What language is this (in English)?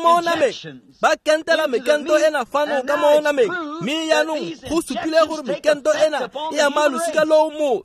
Tswana